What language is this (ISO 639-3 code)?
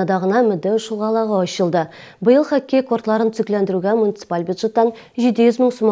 tat